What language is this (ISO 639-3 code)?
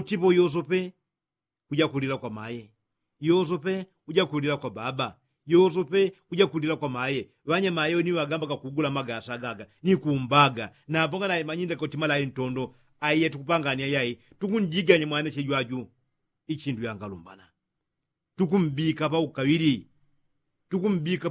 yao